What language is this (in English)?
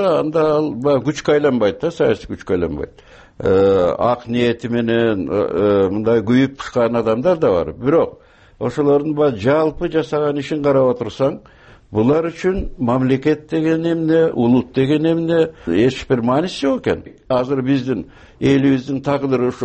Kyrgyz